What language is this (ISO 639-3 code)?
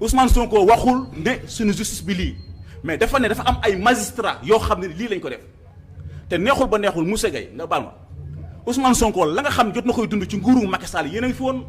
wol